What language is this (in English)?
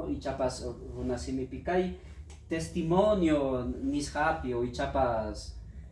Ayacucho Quechua